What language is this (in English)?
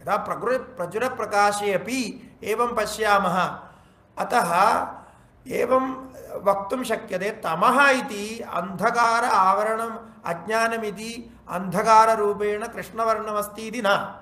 Sanskrit